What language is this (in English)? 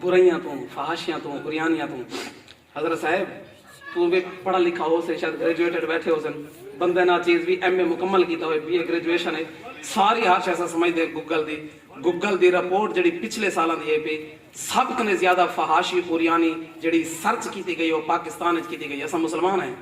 Saraiki